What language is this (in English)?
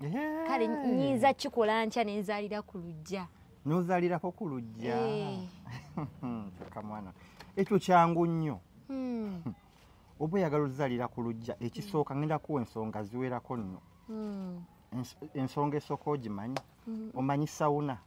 Ganda